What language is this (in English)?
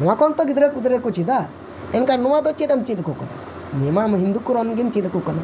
Santali